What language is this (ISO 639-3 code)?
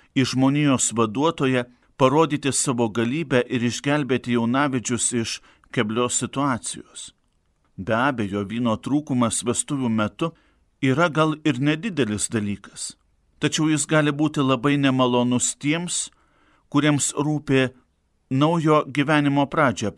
lit